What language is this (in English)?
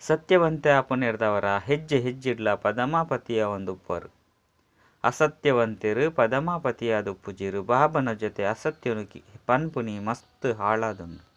Tulu